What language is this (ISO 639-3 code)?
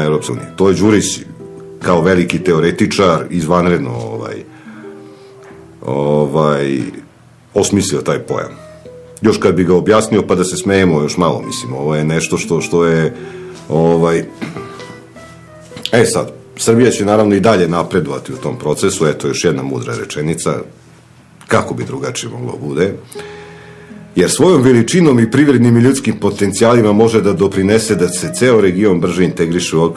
srp